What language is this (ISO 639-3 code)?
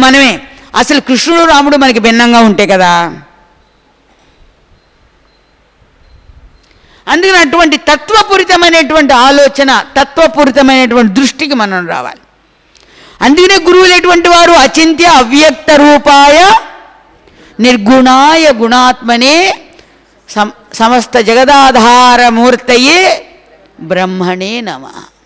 tel